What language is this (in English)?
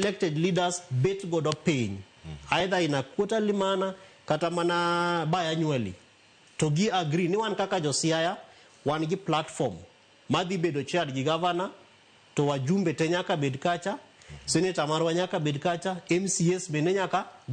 Luo (Kenya and Tanzania)